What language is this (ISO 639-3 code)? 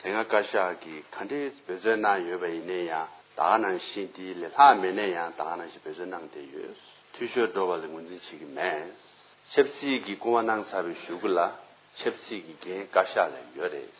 bod